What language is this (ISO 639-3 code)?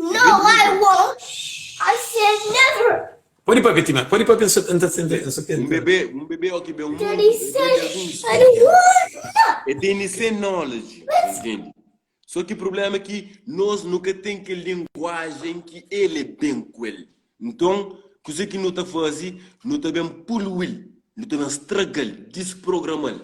kea